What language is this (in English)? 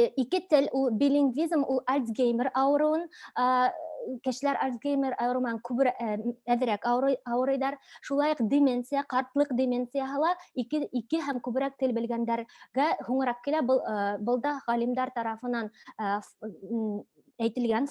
Bashkir